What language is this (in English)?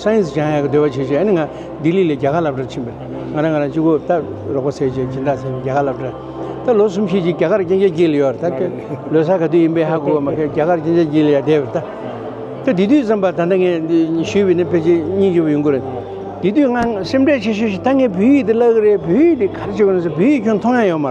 Tibetan